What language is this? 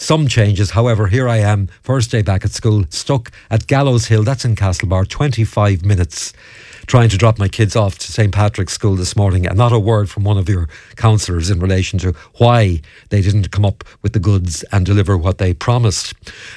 English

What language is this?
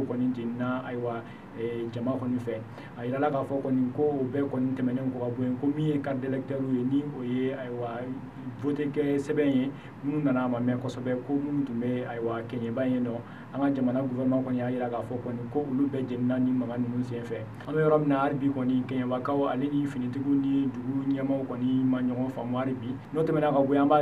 Bambara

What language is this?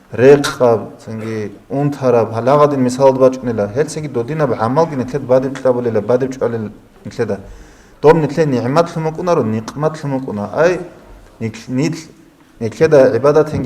Avaric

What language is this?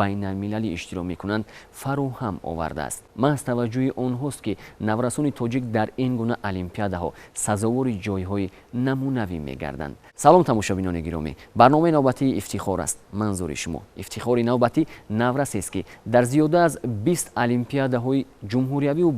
Tajik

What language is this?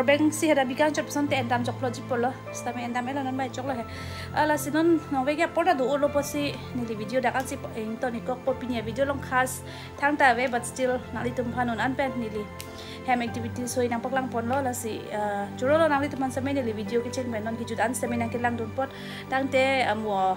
Karbi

